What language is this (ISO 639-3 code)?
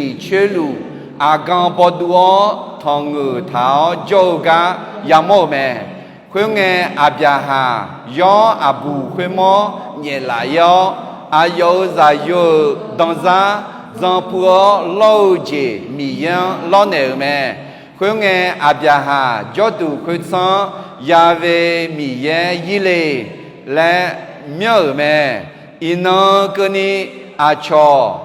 ahk